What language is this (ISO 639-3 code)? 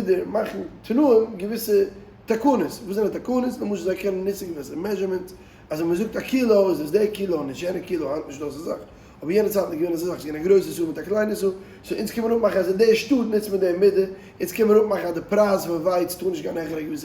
yid